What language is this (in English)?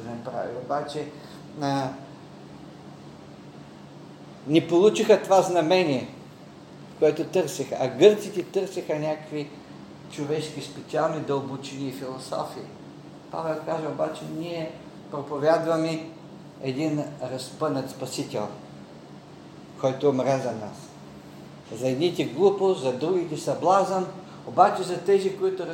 Bulgarian